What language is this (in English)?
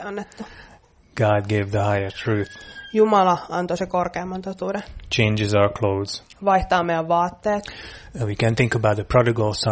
Finnish